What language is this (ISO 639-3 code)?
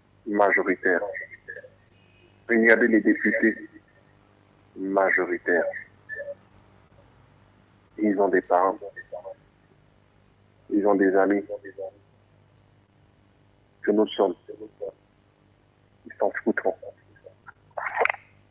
fra